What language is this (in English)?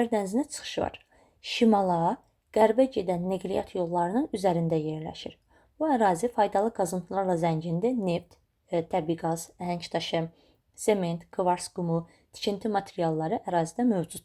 Azerbaijani